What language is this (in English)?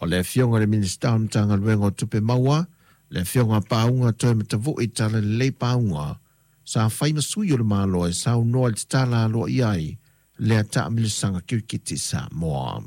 Samoan